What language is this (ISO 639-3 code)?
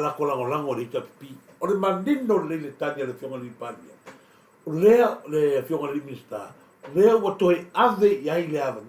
smo